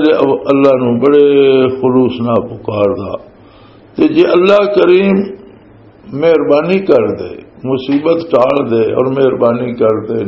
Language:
Western Panjabi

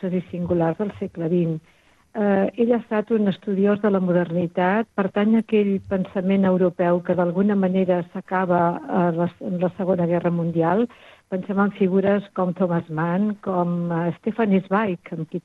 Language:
Catalan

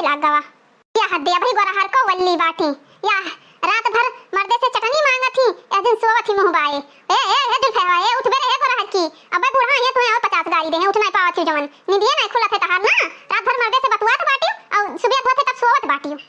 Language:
Awadhi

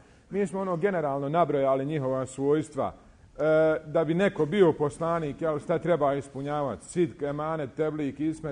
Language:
Bosnian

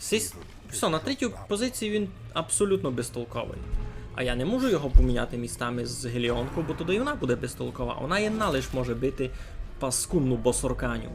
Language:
Rusyn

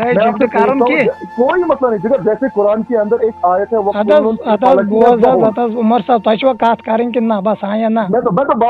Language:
Kashmiri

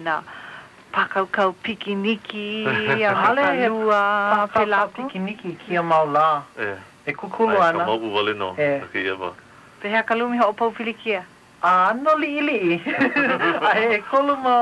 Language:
Hawaiian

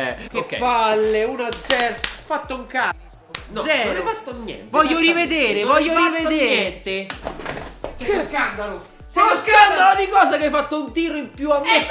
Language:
Italian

